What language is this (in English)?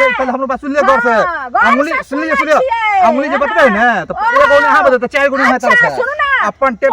Maithili